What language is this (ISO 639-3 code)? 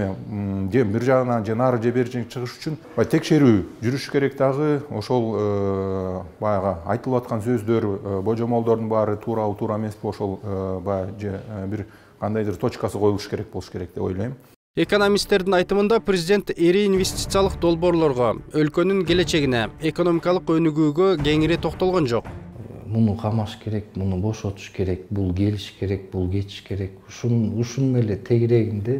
kir